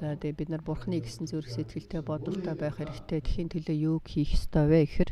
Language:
Mongolian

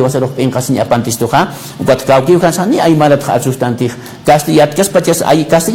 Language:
Aymara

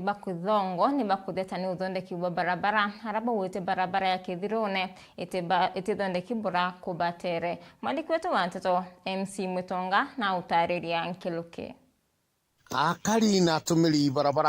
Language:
Meru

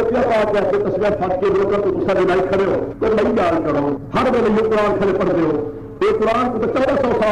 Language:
Saraiki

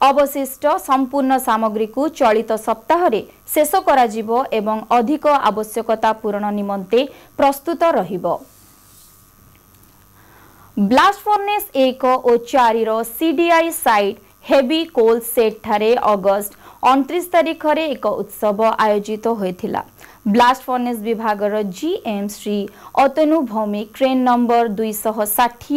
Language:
Odia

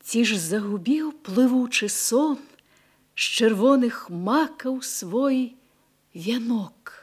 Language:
Belarusian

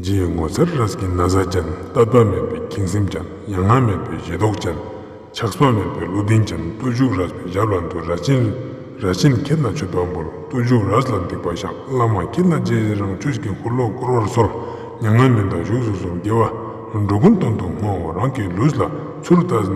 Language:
Ladakhi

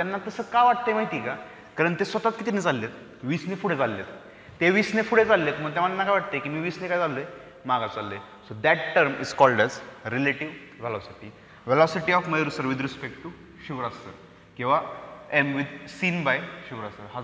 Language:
Marathi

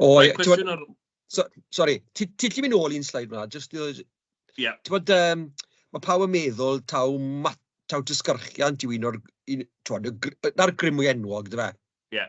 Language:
Welsh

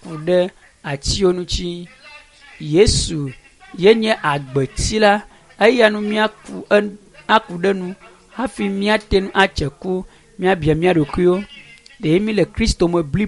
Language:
Ewe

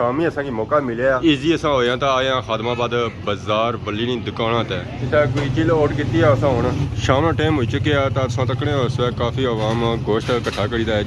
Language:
Pahari-Potwari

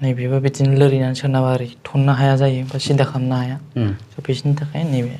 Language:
Bodo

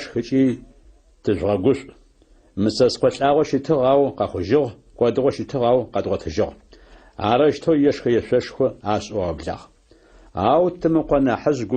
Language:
Adyghe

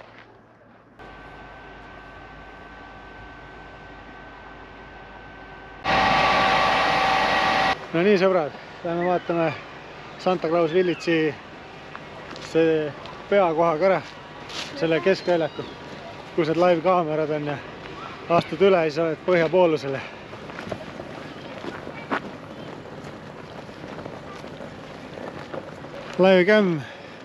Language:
Estonian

